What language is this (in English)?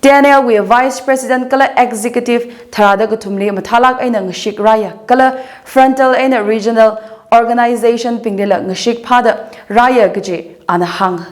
Tangkhul Naga (India)